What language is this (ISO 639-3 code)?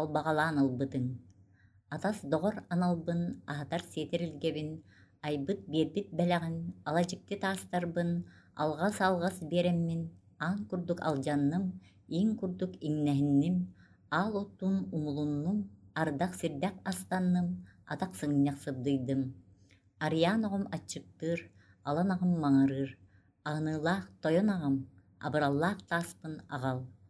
sah